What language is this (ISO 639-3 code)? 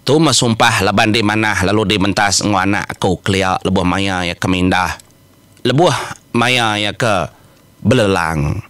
iba